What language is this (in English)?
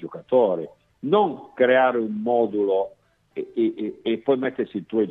Italian